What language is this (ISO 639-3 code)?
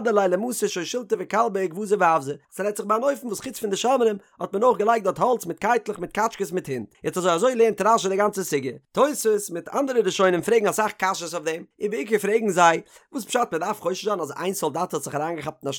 yid